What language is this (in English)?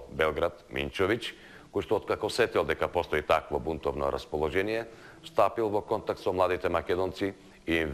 Macedonian